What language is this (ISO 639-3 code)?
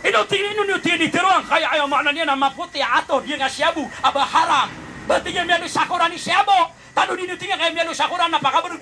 mrw